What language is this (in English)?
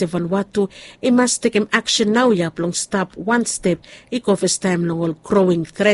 Bislama